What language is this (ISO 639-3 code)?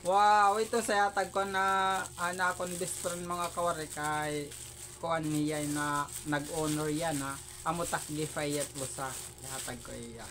war